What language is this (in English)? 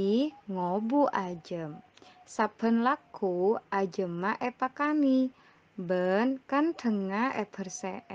Madurese